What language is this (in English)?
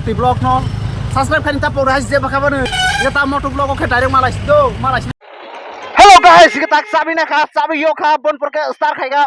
Kok Borok